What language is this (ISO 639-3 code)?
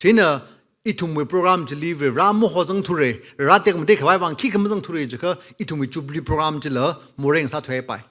nmf